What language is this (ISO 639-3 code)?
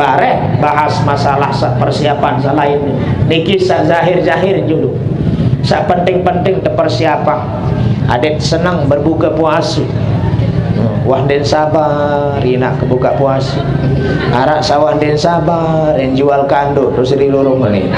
sas